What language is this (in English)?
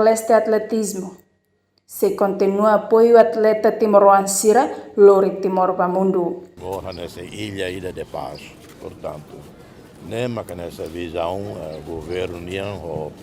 Tetum